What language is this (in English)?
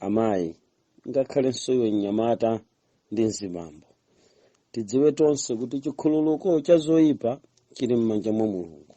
Nyanja